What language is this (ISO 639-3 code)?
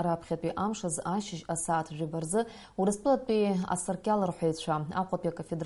abk